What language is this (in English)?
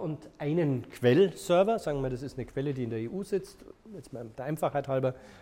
German